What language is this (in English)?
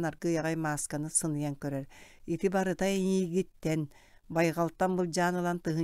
Yakut